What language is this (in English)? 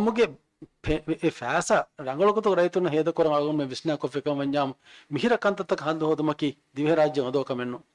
Divehi